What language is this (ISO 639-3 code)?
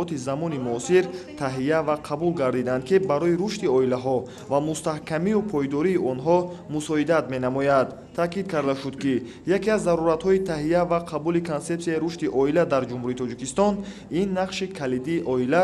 tgk